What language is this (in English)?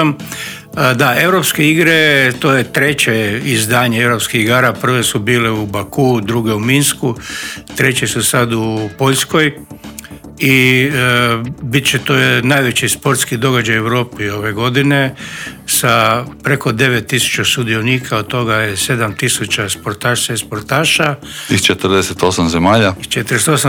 Croatian